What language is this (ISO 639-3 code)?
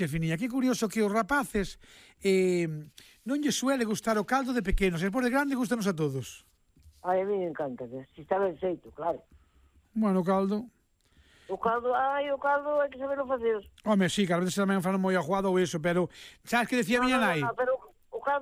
glg